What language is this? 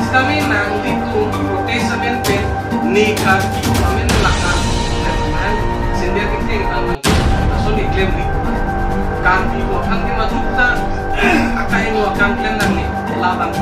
Karbi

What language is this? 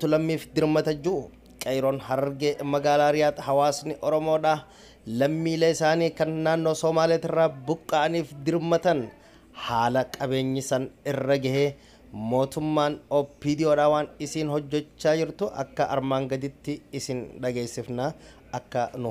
Oromo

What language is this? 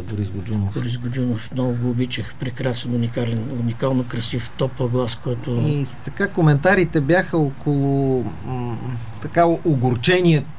Bulgarian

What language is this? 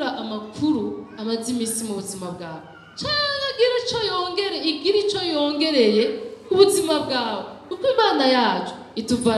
Rundi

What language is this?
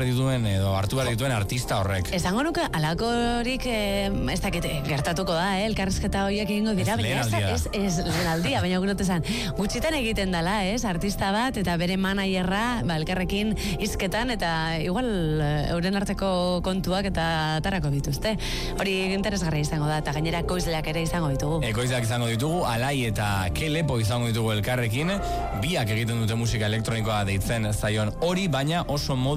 Basque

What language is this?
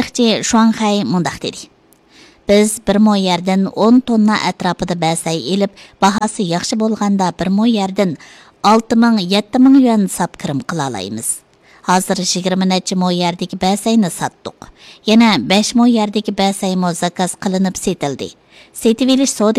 Uyghur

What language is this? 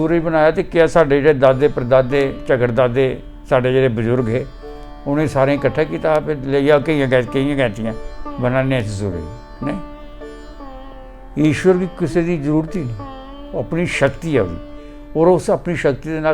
Dogri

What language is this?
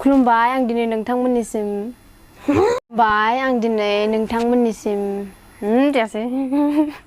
Bodo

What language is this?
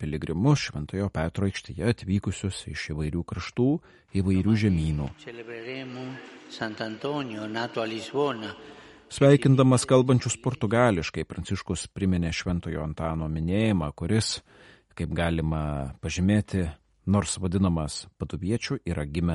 Lithuanian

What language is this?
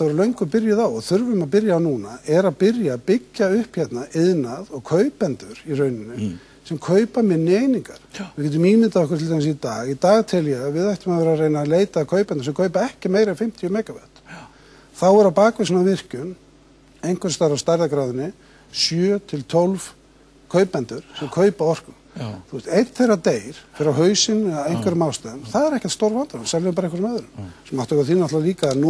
Icelandic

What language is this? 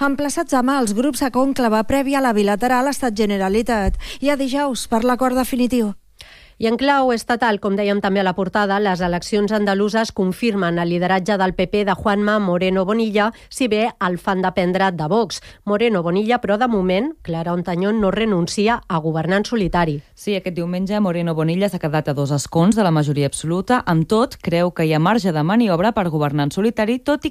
Catalan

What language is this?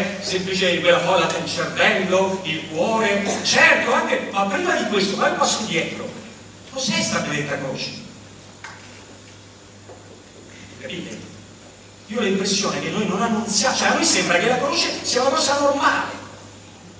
Italian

